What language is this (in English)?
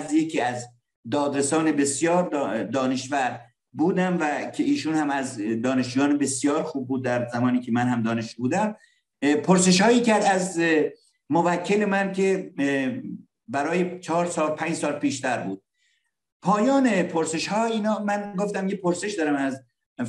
Persian